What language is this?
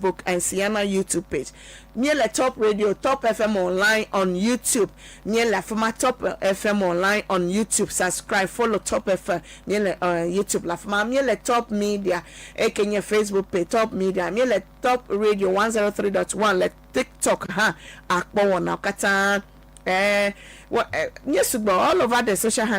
Ewe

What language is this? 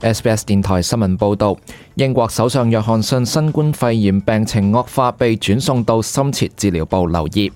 Cantonese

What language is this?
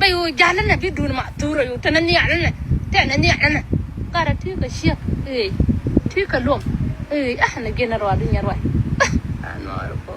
Nuer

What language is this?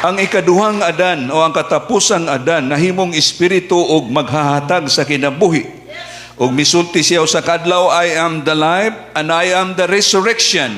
Cebuano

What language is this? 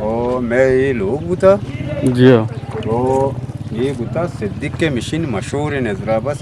Eastern Balochi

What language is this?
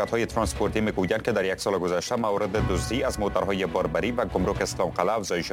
Persian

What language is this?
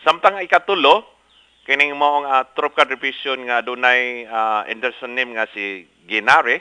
Cebuano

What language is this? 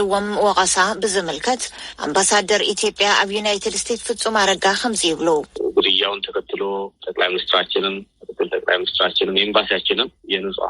Tigrinya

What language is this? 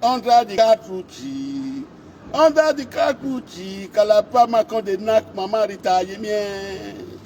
Nigerian Pidgin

